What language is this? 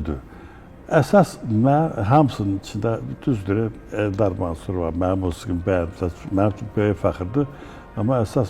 Azerbaijani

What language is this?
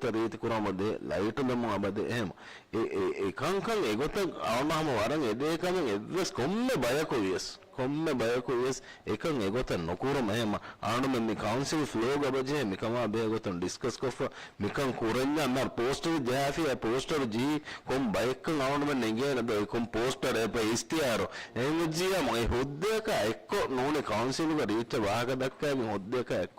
Divehi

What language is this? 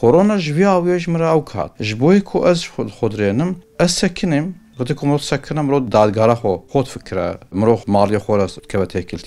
Kurdish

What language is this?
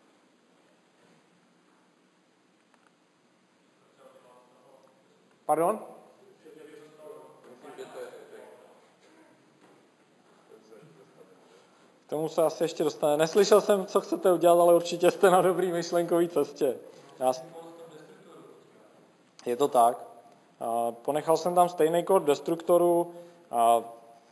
Czech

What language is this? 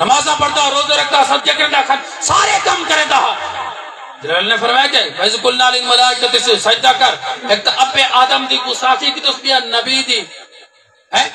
Saraiki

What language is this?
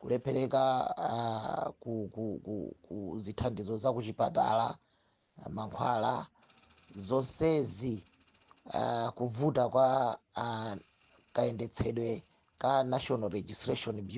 Nyanja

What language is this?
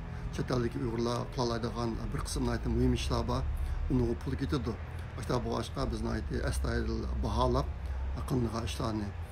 Uyghur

